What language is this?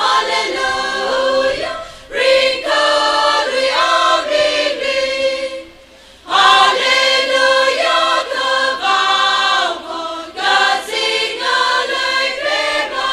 Tangkhul Naga (India)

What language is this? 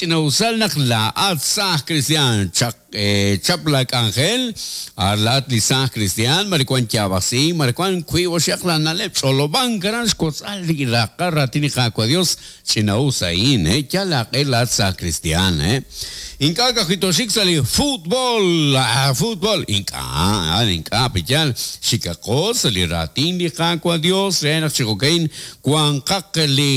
Kekchí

